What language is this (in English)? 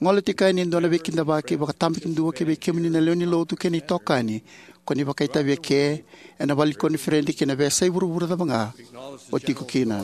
Fijian